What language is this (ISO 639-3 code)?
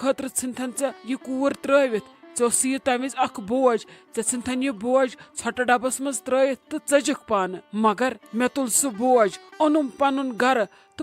kas